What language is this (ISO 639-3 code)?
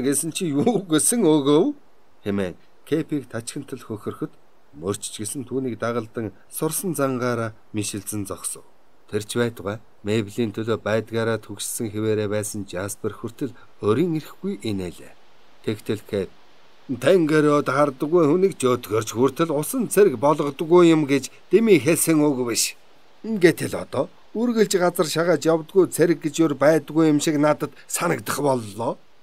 mon